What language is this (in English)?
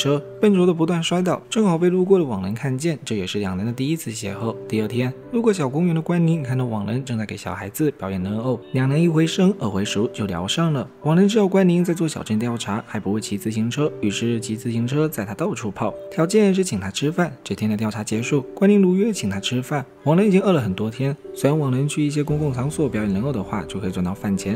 Chinese